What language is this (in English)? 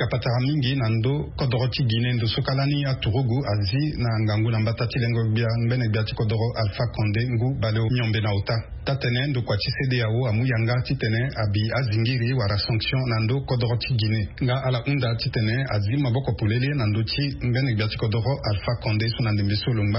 Sango